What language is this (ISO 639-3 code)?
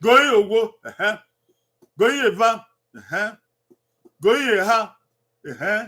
bin